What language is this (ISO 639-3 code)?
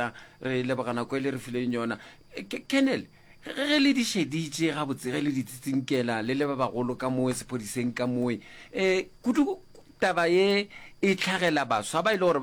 nso